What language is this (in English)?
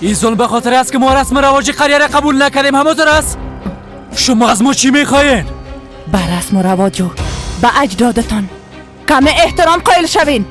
Persian